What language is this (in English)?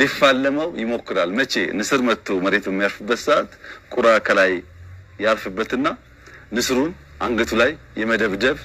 Amharic